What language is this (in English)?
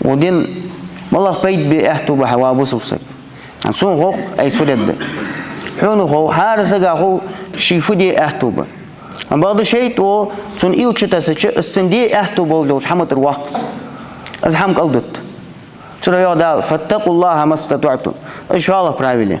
Ingush